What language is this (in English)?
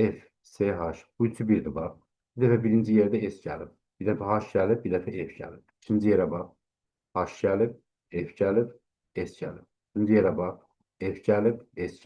Azerbaijani